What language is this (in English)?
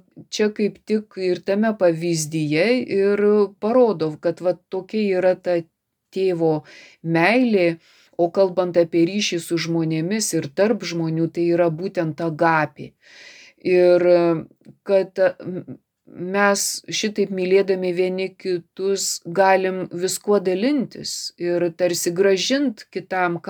Lithuanian